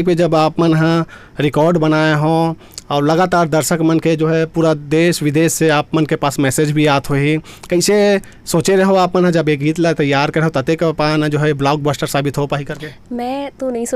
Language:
Chhattisgarhi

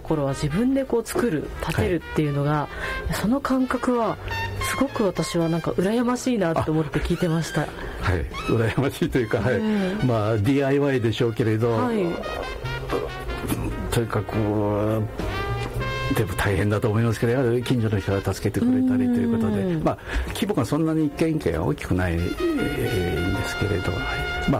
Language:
Japanese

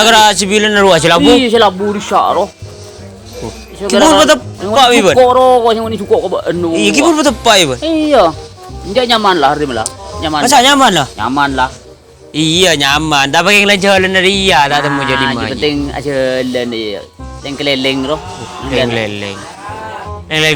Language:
Madurese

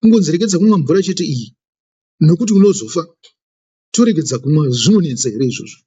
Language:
Shona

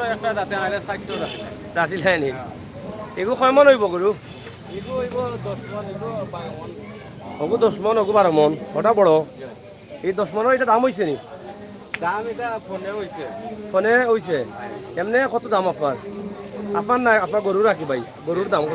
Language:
Sylheti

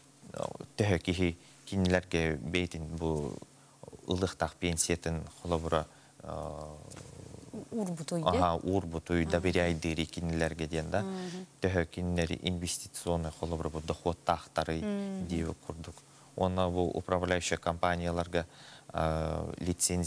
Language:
Yakut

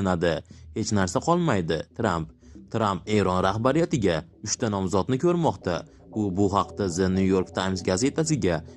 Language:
Uzbek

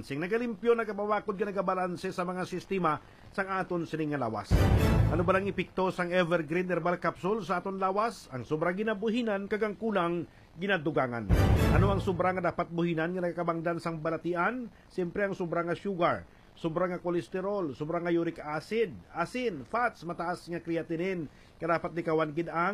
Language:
Hiligaynon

